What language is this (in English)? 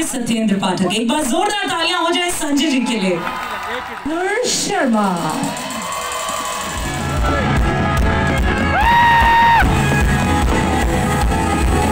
Hindi